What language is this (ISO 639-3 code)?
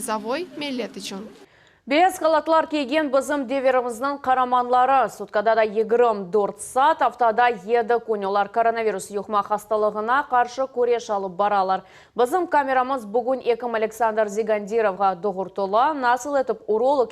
crh